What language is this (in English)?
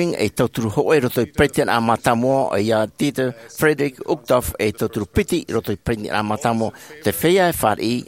Tahitian